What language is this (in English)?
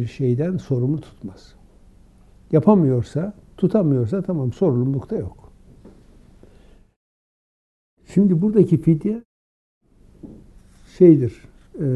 Turkish